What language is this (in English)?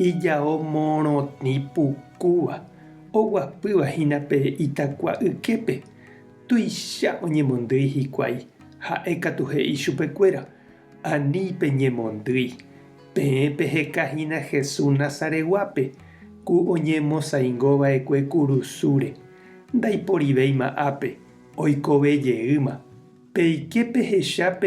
Guarani